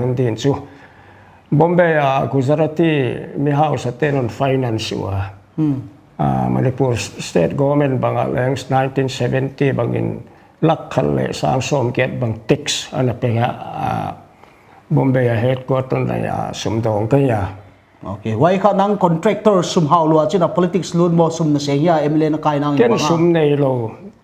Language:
Paite Chin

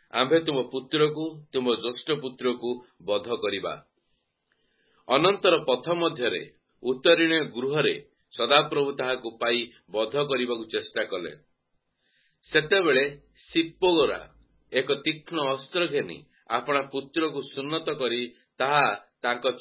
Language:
Odia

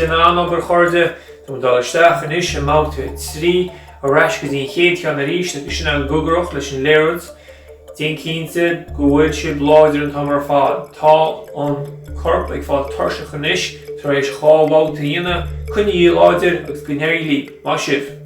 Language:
Irish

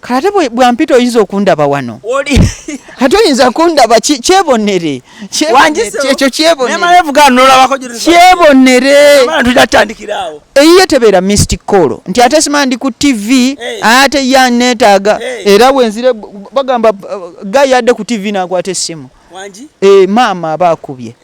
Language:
Ganda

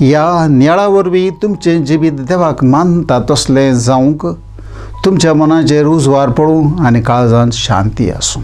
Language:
Konkani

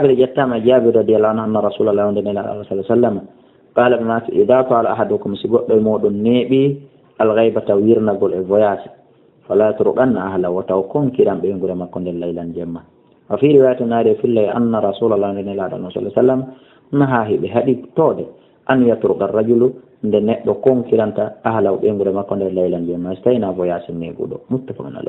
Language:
Fula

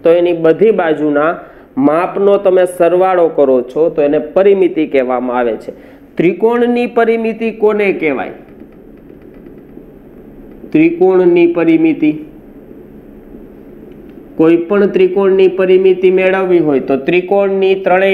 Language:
Gujarati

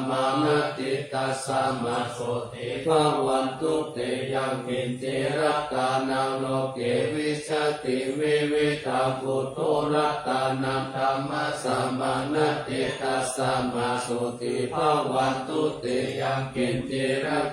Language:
Pali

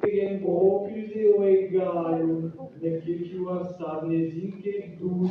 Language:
Breton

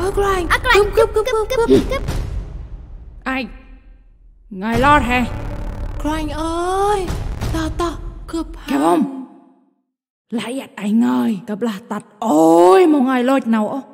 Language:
Central Mnong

